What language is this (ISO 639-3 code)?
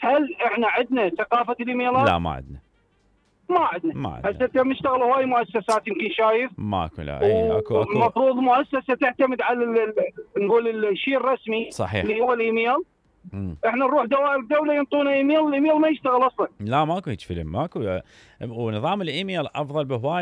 acm